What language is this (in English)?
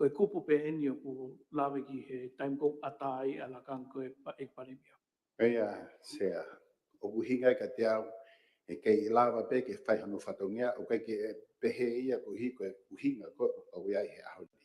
Tongan